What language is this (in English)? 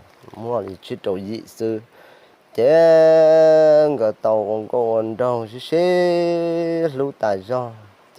Hmong